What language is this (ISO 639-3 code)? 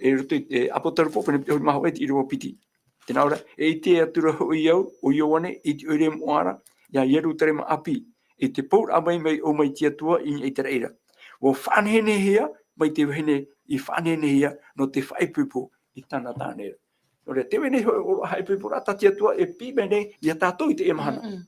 tah